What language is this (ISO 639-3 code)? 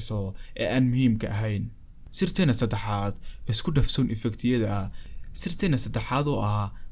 som